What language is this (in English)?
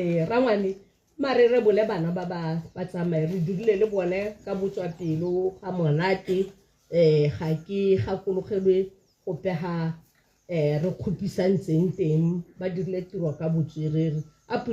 Tswana